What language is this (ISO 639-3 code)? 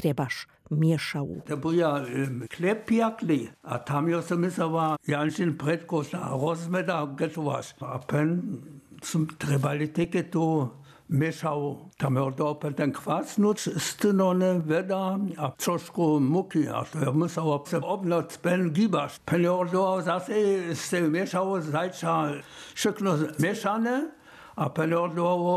dsb